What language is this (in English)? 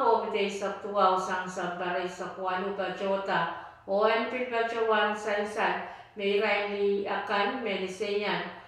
Pohnpeian